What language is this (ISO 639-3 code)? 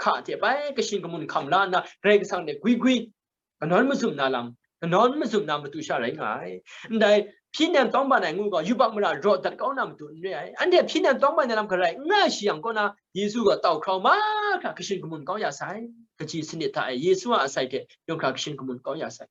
kac